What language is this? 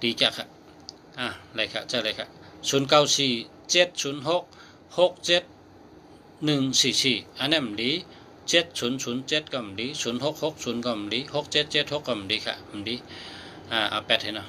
Shan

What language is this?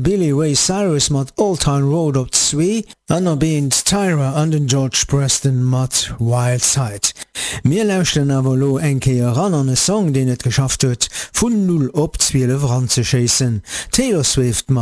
Luxembourgish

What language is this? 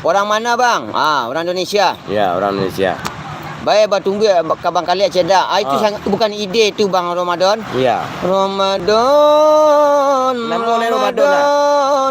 Minangkabau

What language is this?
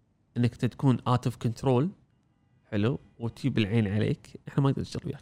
Gulf Arabic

